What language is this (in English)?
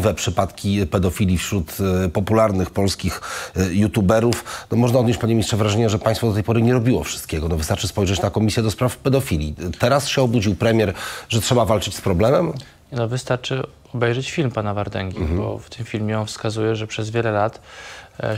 Polish